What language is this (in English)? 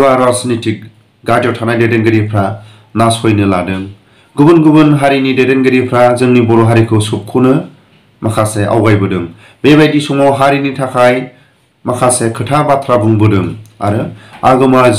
Bodo